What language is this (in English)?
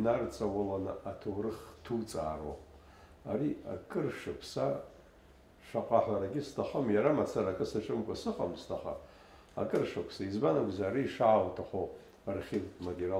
Abkhazian